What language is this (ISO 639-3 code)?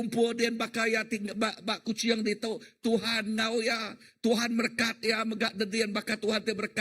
iba